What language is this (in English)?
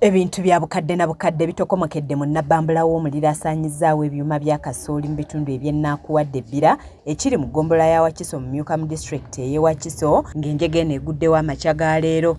Ganda